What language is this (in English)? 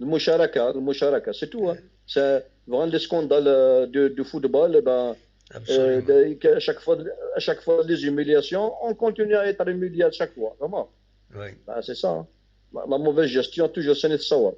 Kabyle